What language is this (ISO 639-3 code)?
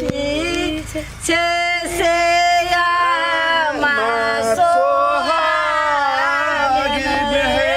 mai